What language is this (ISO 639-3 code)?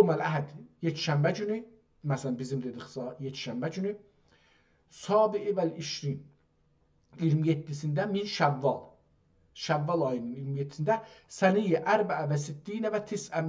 azb